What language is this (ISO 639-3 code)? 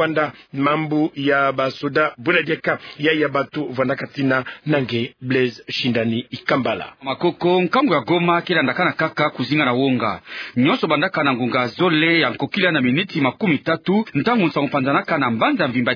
ktu